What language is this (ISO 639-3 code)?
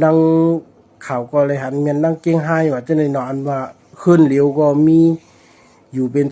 shn